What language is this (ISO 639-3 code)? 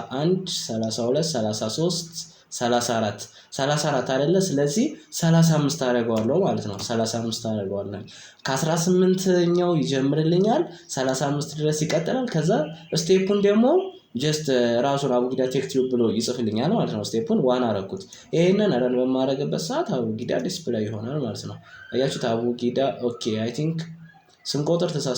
amh